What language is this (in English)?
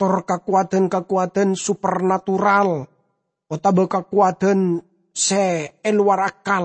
Madurese